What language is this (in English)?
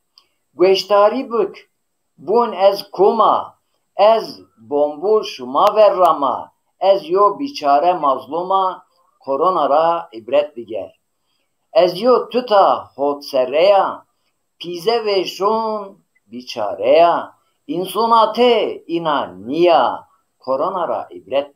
Zaza